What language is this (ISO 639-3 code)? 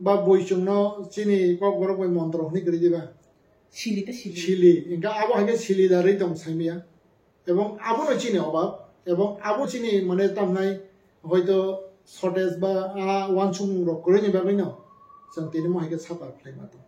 trp